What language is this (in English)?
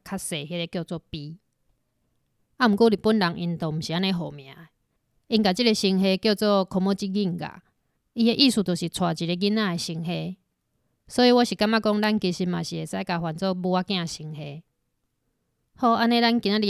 Min Nan Chinese